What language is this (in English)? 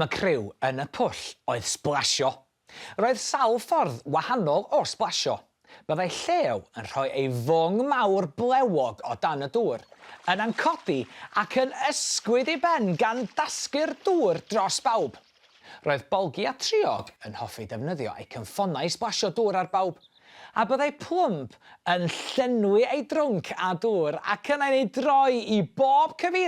Welsh